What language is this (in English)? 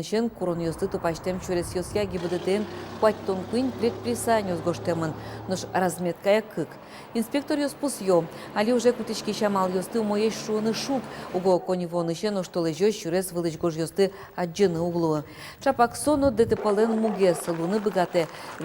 Udmurt